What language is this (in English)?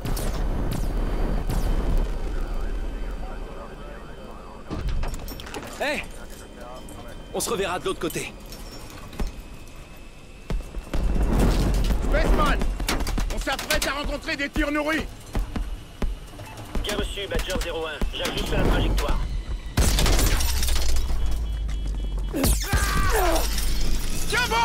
French